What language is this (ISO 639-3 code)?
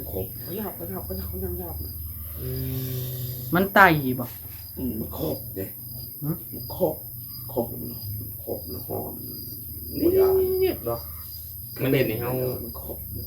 tts